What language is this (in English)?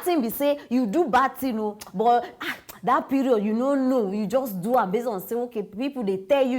Nigerian Pidgin